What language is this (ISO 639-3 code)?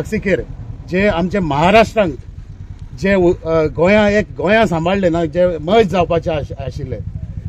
kok